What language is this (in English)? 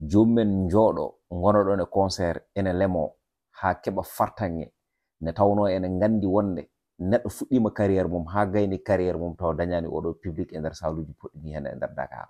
Fula